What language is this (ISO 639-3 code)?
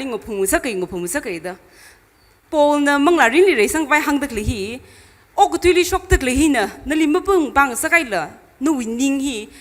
nmf